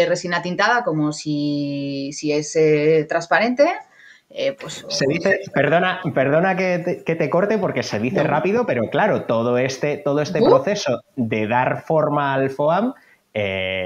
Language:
Spanish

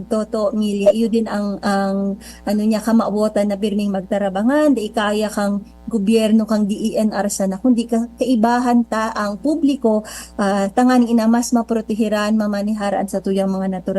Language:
Bikol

